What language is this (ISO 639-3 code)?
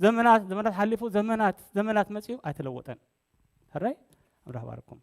tir